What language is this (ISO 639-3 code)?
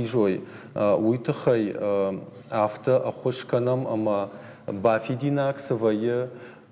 oss